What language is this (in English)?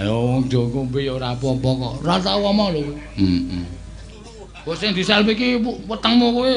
Javanese